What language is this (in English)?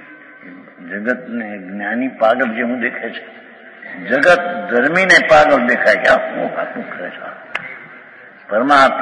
Gujarati